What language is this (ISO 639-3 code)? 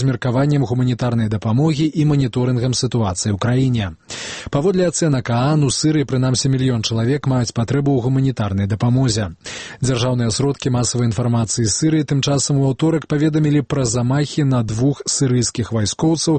bel